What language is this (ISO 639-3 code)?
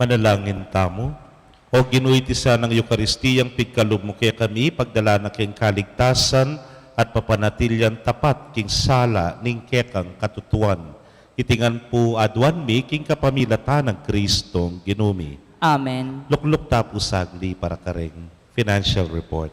pam